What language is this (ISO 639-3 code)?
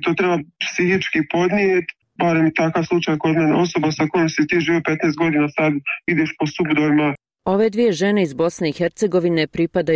bos